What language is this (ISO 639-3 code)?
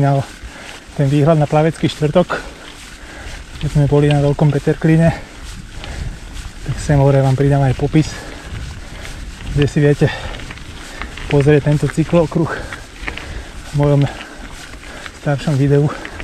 slk